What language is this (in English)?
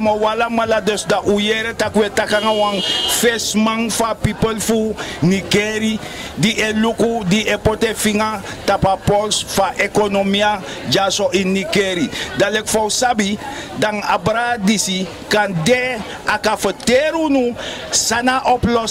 Sranan Tongo